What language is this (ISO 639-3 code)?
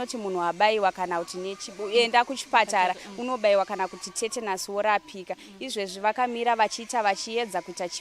sna